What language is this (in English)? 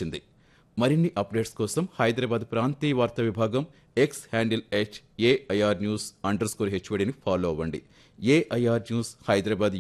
Telugu